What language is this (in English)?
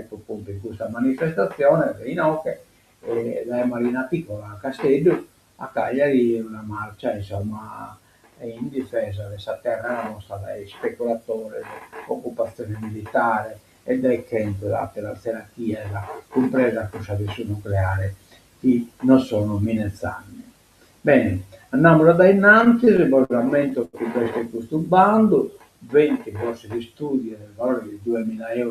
Sardinian